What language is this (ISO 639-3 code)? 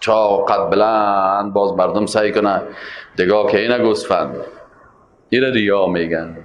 fas